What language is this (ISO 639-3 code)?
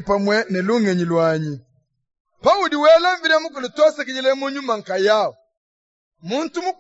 lua